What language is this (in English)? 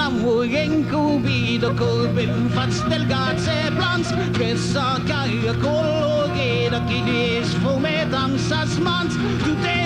Occitan